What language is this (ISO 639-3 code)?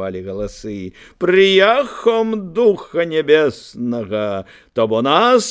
bel